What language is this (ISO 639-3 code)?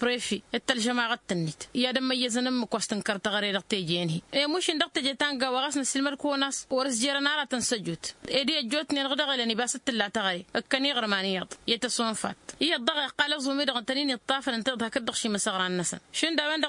taq